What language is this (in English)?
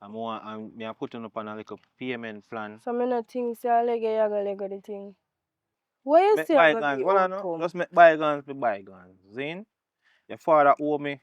Jamaican Creole English